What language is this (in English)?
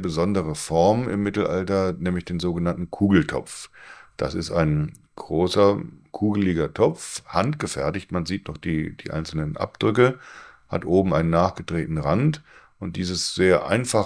German